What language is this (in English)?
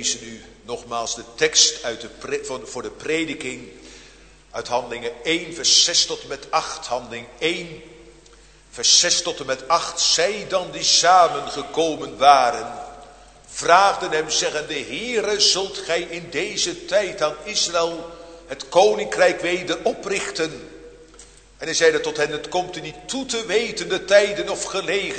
Dutch